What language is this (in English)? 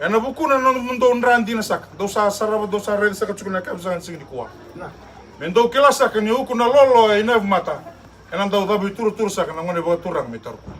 Fijian